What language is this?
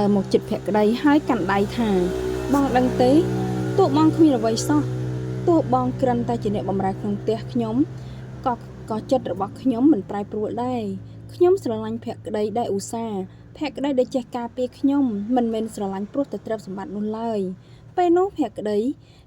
Khmer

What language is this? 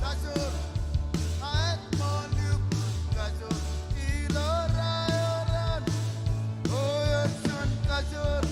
Marshallese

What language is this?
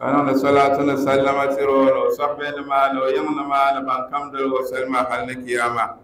Dagbani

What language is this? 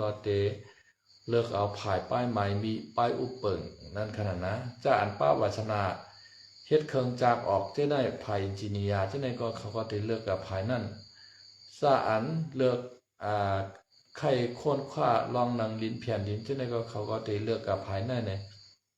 Shan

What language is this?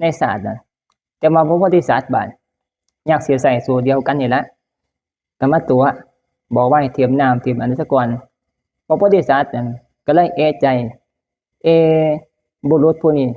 Northeastern Thai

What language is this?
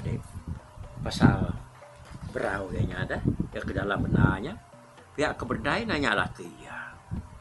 Iban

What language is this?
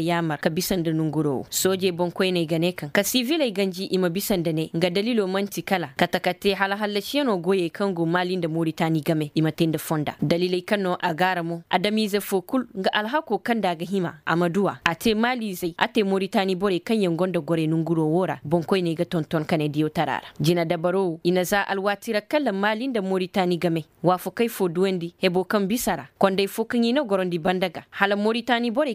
Koyraboro Senni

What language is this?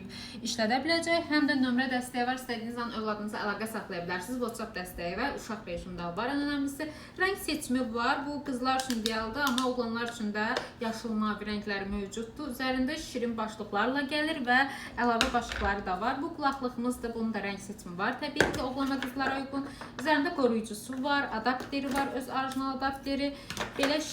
Azerbaijani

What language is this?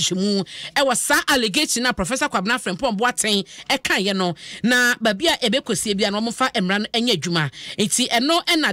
Akan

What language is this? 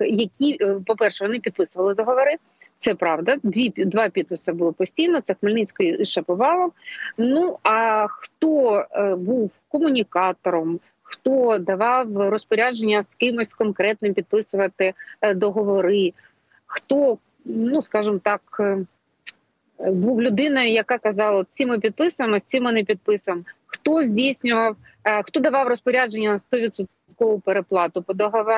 Ukrainian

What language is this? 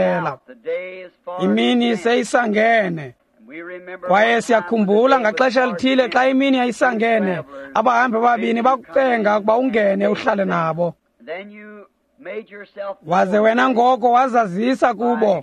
Xhosa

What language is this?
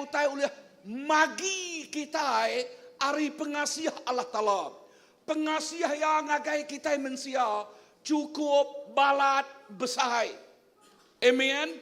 Iban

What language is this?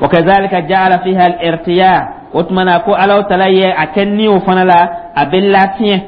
Dyula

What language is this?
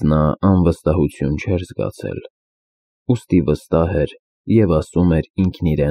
Armenian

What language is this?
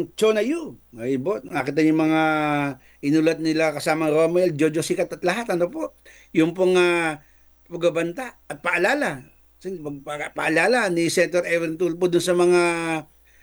Filipino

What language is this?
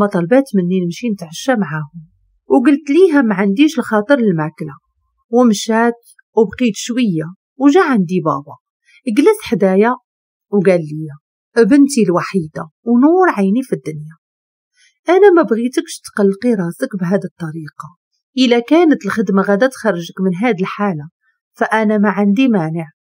Moroccan Arabic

